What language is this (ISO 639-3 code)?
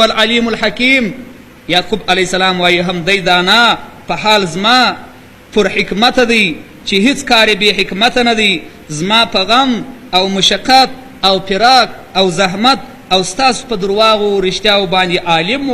pus